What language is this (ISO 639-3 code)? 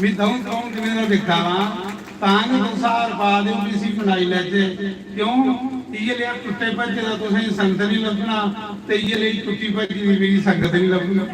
doi